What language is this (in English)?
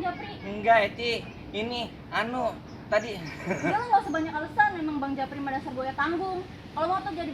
Betawi